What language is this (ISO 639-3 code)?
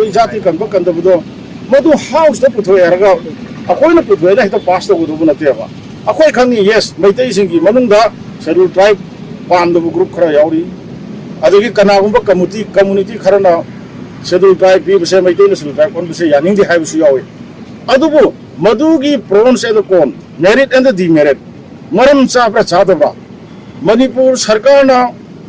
mni